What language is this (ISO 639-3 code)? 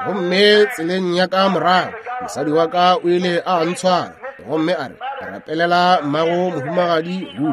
nso